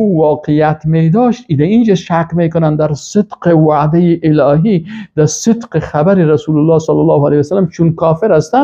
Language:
Persian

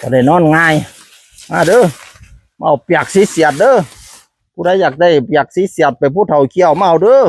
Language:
Northeastern Thai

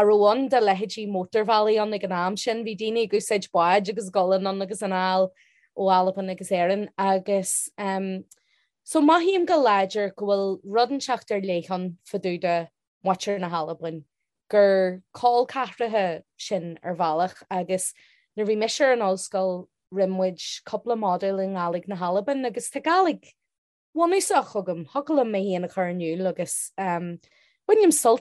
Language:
Irish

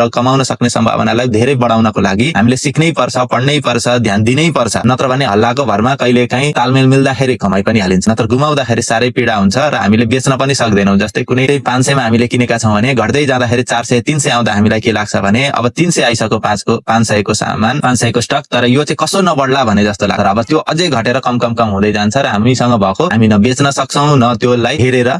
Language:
Nepali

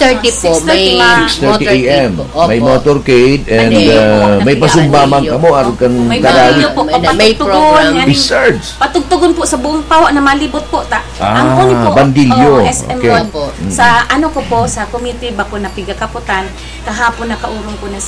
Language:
Bikol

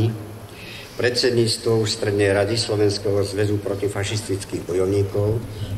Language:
Slovak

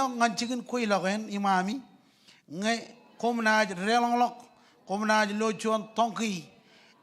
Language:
Marshallese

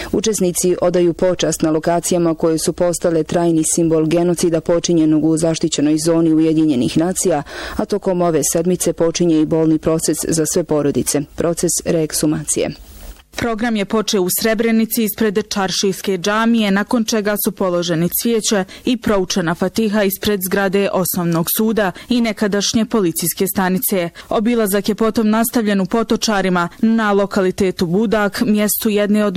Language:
Bosnian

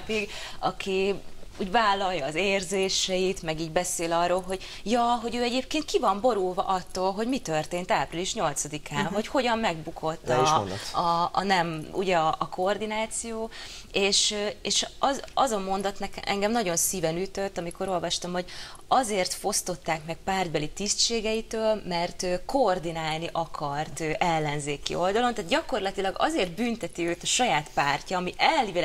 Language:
Hungarian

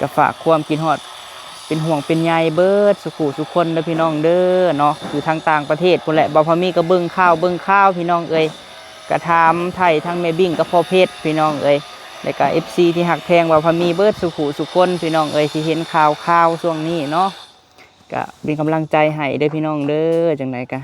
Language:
Lao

